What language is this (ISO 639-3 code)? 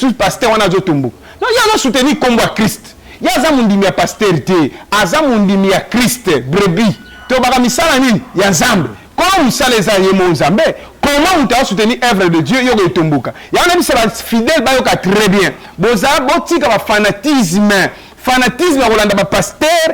lin